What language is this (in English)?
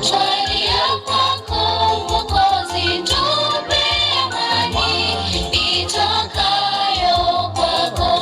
Gusii